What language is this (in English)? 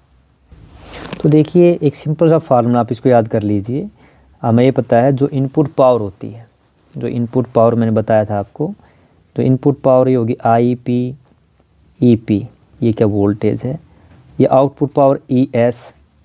Hindi